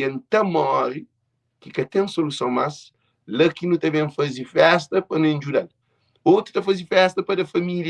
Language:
Kabuverdianu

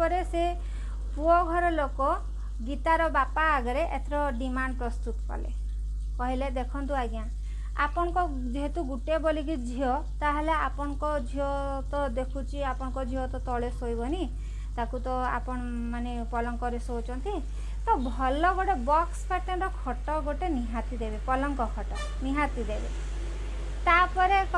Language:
Odia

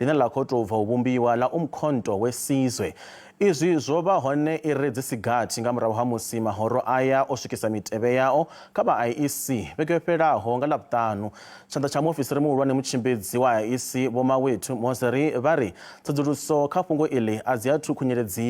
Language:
Venda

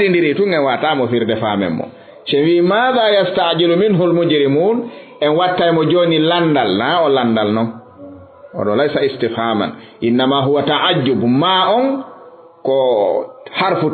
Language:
Fula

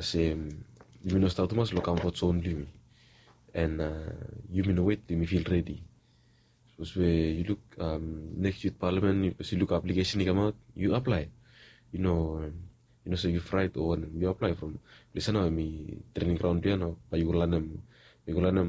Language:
Bislama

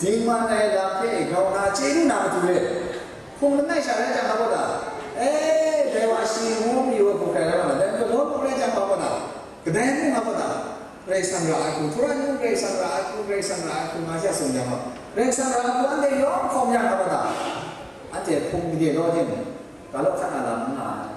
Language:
Kachin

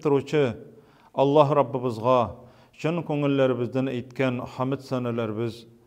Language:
Tatar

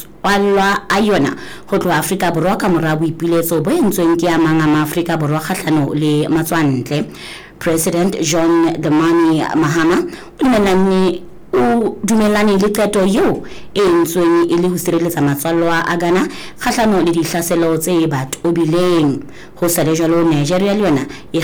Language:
Southern Sotho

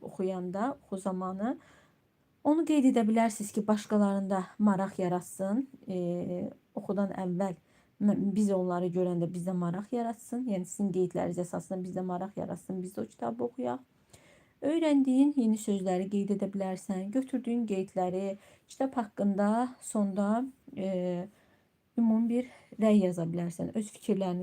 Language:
Azerbaijani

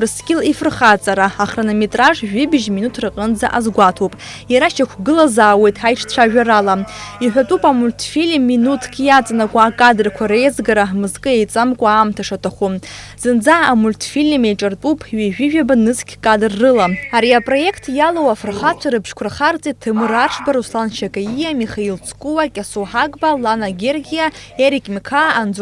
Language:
Abkhazian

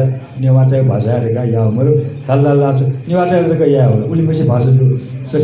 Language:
Newari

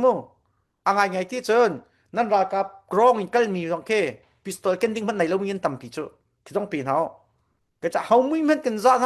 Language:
Falam Chin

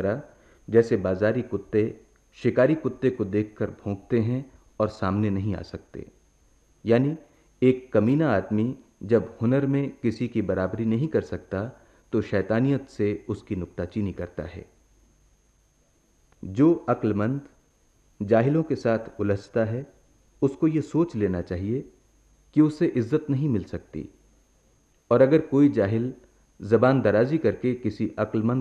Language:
Hindi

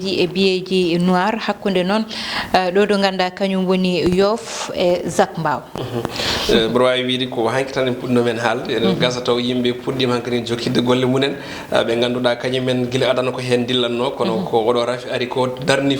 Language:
Fula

